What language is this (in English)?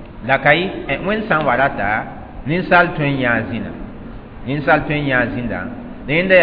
Mossi